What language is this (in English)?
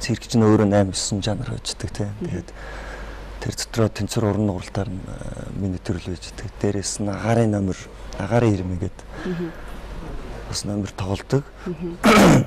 Mongolian